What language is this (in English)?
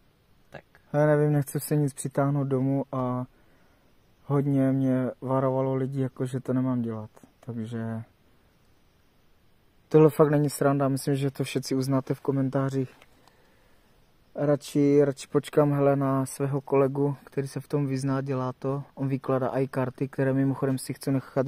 Czech